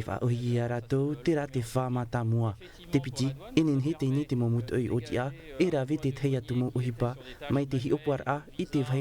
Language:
Tahitian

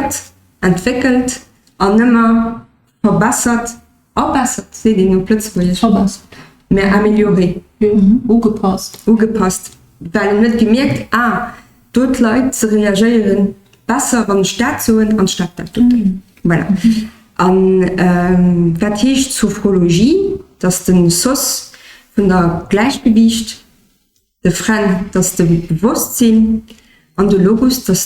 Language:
Luxembourgish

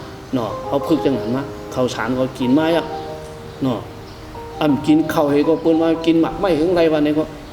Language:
Shan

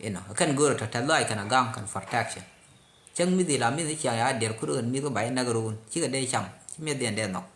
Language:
Nuer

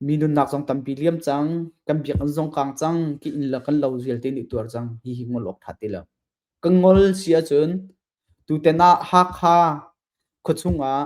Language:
Hakha Chin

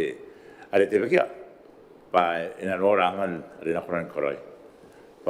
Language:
Gilbertese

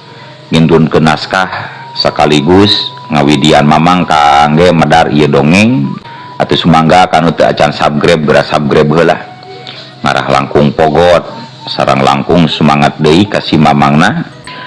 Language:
Sundanese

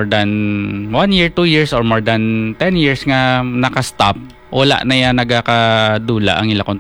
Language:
Hiligaynon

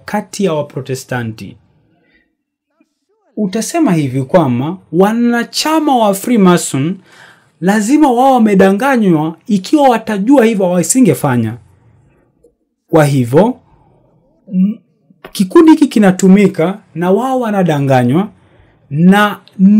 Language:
Swahili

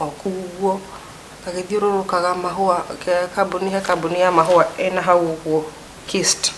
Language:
Kikuyu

